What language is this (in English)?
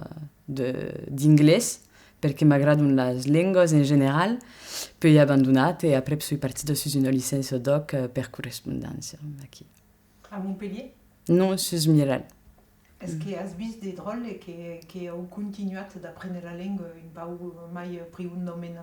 Occitan